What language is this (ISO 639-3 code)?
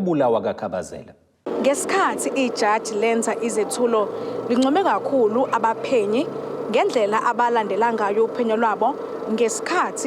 zul